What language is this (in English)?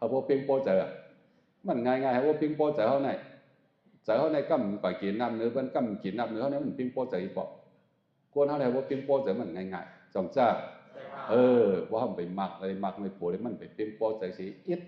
Shan